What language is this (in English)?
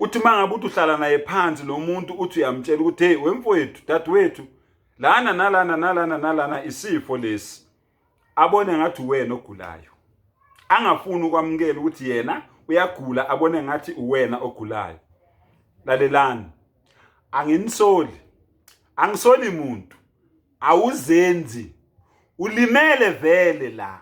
Zulu